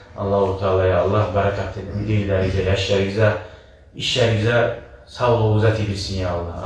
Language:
Kumyk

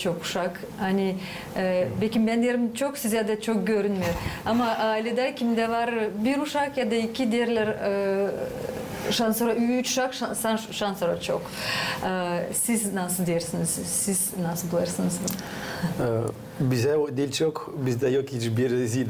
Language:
Gagauz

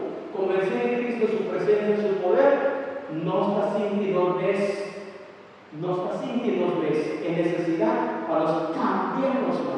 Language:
Papiamento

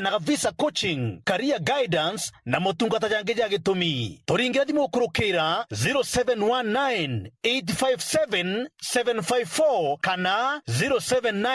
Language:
Meru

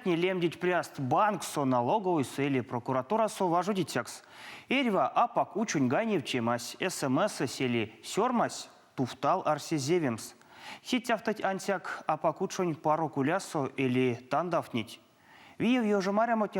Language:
Erzya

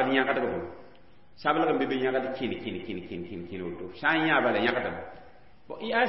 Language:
Mossi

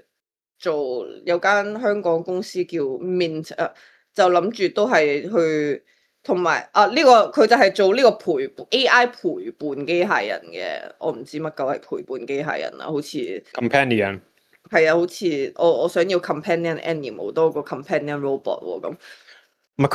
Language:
Cantonese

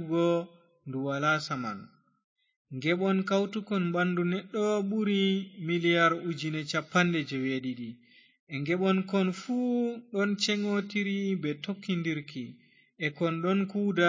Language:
Fula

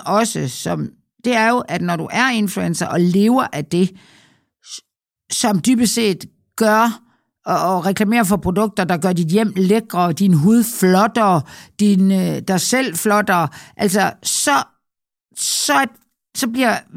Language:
Danish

